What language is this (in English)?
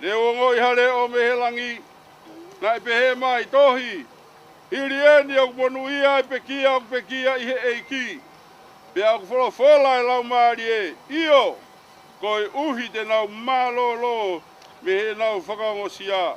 Tongan